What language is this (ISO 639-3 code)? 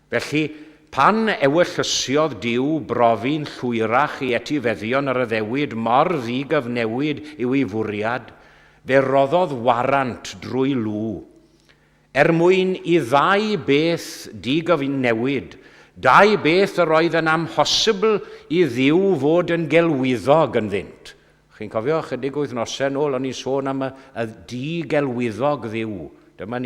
cym